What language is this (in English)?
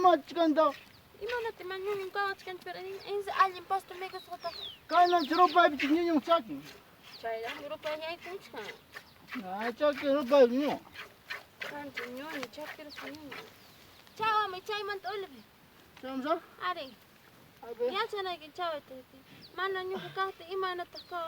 Ayacucho Quechua